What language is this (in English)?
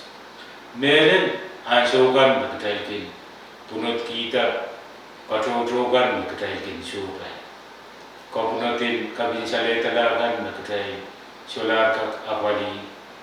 Pohnpeian